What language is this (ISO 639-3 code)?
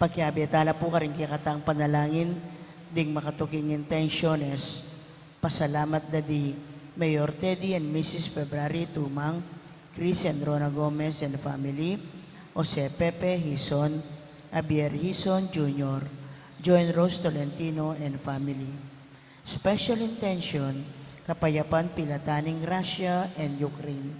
pam